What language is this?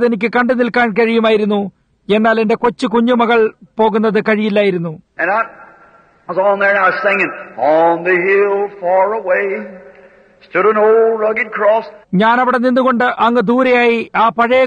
Malayalam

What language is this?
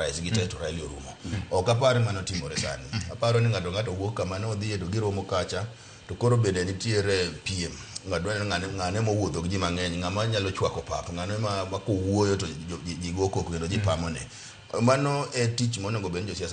Luo (Kenya and Tanzania)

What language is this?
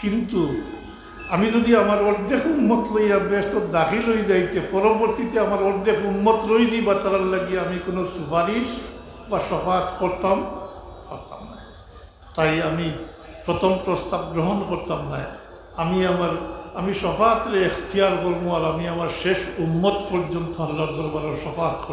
Sylheti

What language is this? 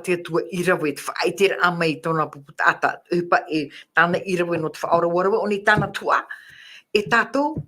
Tahitian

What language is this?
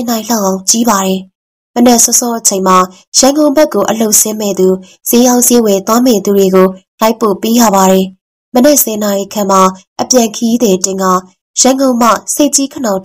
Burmese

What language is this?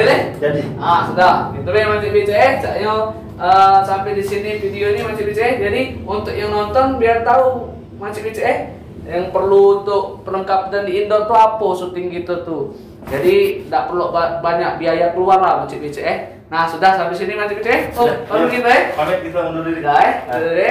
Musi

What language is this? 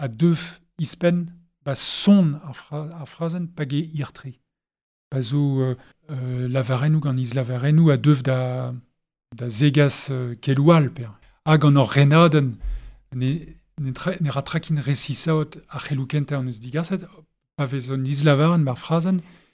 Breton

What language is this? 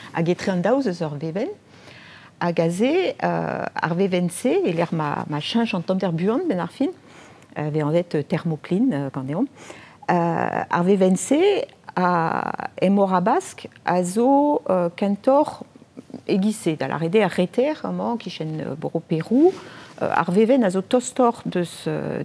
Breton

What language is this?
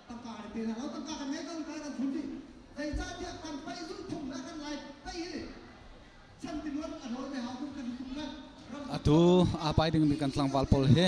Hakha Chin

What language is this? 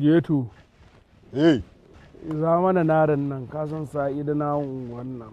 Hausa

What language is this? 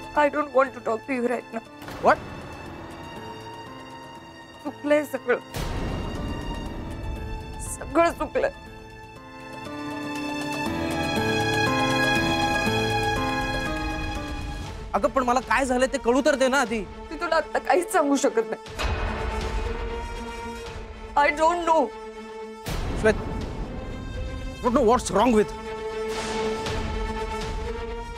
Marathi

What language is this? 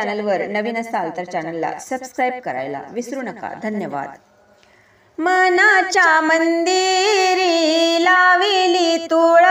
Marathi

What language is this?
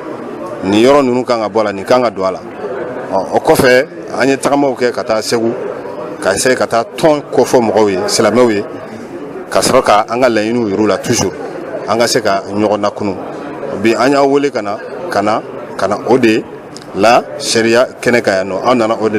Bambara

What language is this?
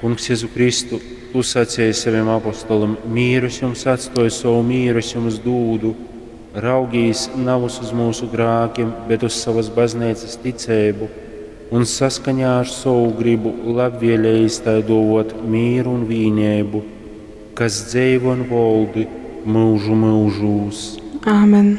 Latgalian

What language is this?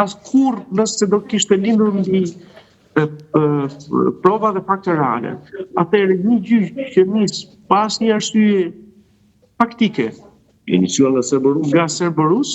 Albanian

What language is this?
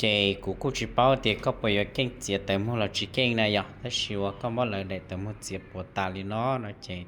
Hmong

